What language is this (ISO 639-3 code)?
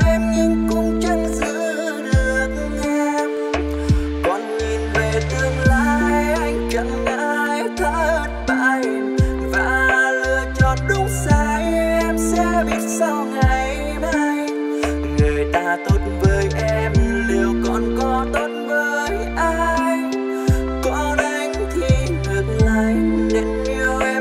vie